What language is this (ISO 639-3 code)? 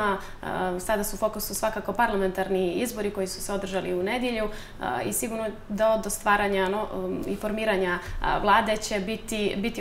srp